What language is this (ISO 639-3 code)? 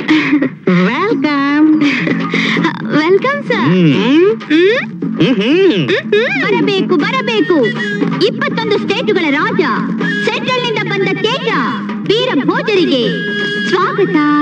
kan